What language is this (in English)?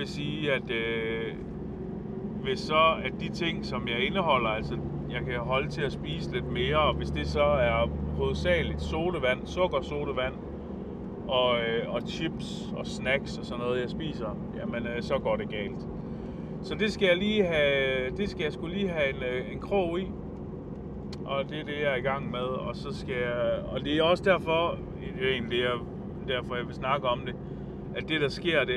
Danish